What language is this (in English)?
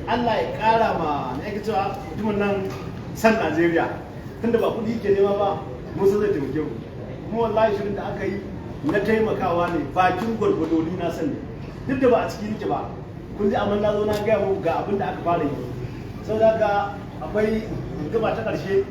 Hausa